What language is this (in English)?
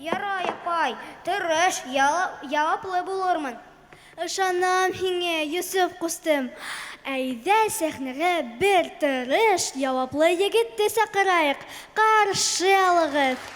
Bashkir